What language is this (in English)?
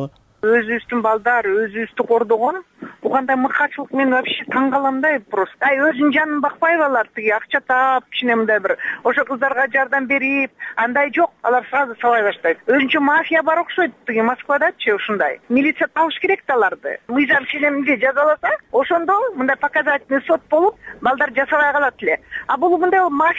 Kyrgyz